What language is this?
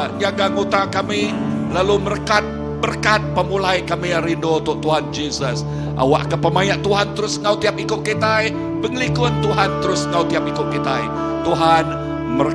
Iban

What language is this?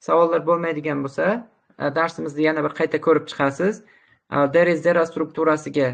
Uzbek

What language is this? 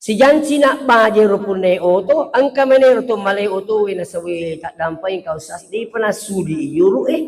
Buginese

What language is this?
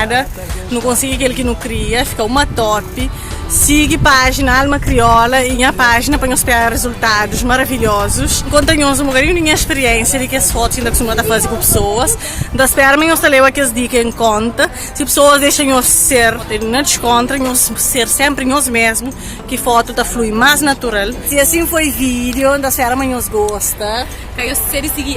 Kabuverdianu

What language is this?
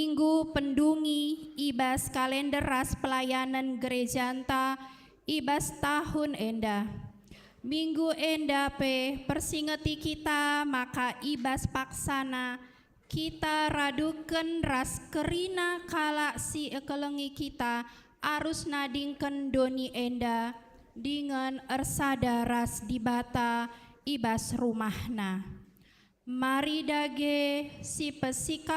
Batak Karo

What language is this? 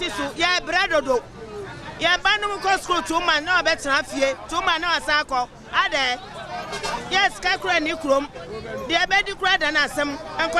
Akan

